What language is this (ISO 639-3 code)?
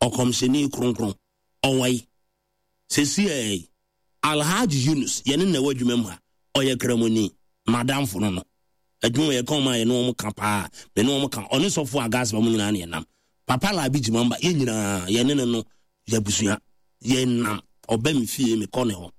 aka